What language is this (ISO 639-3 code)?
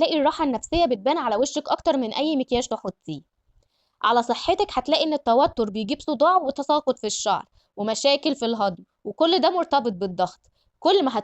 arz